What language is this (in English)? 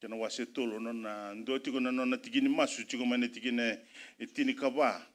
Fijian